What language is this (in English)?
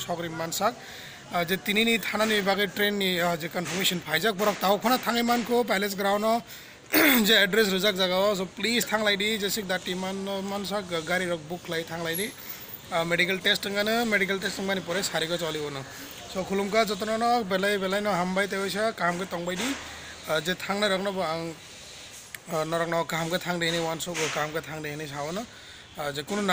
Kok Borok